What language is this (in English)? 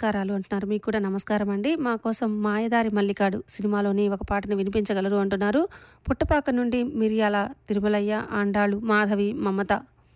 Telugu